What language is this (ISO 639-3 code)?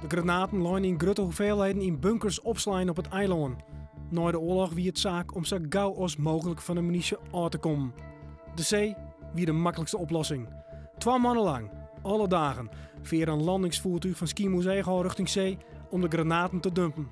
fry